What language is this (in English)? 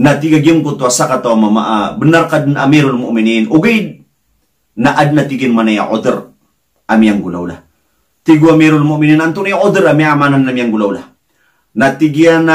Maranao